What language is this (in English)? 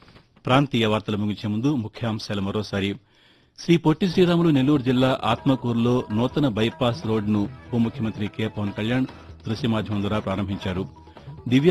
Telugu